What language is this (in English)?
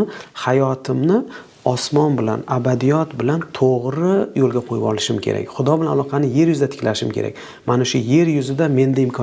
Uzbek